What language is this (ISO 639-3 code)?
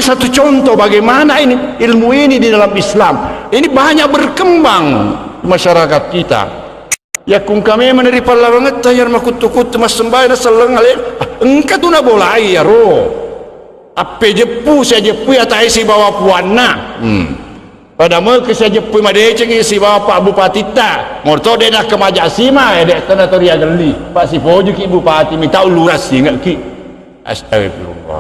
bug